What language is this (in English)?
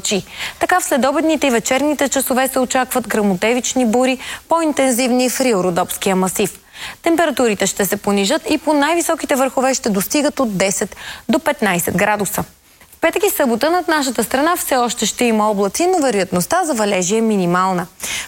Bulgarian